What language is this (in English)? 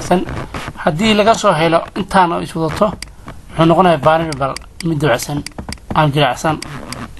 Somali